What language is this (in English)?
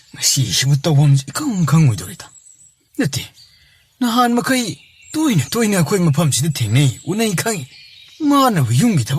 Manipuri